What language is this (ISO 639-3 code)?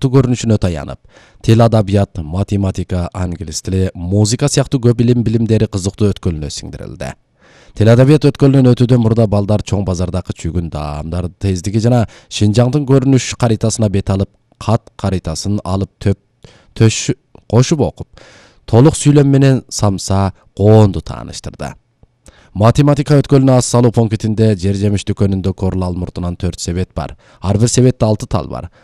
kir